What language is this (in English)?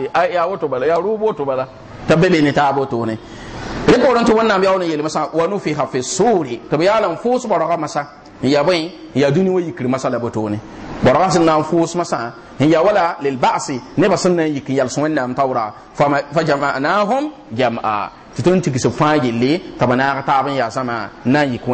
Mossi